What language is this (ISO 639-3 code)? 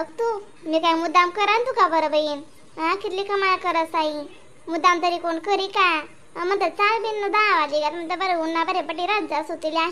khn